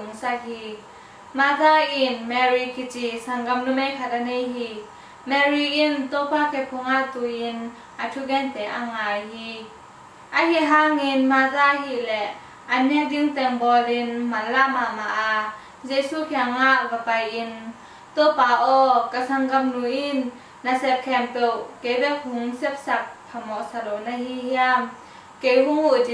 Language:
Tedim Chin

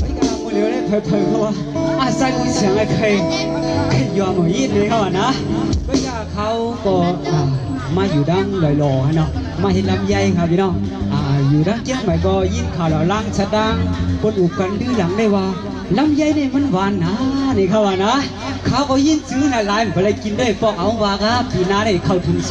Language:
Shan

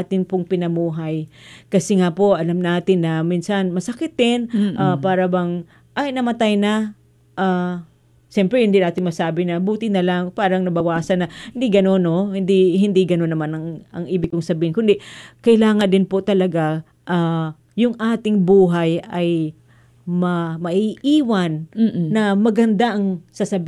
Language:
Filipino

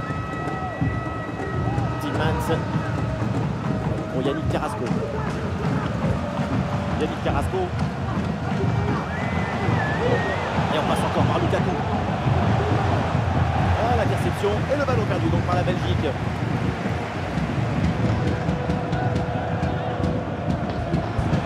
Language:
French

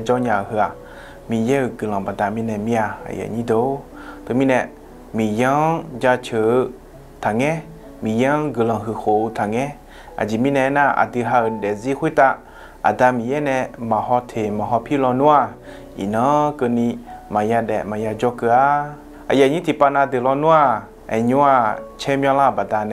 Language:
Akha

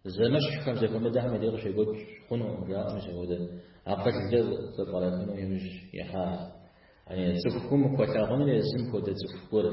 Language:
Kabardian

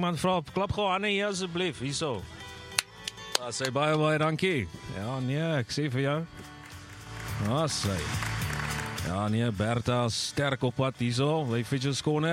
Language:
Afrikaans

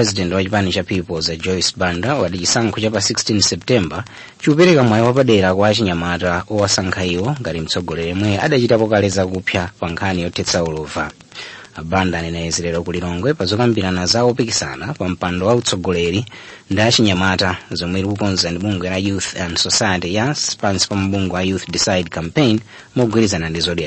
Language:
Nyanja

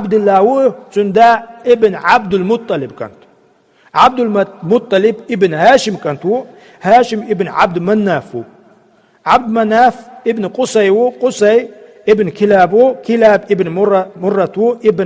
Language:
Chechen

